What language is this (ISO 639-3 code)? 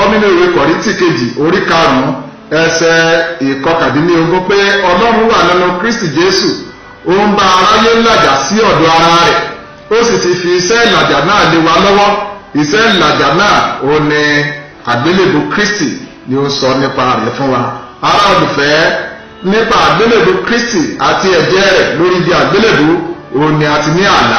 yor